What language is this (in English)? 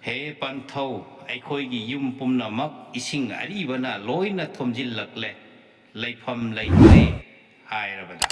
Manipuri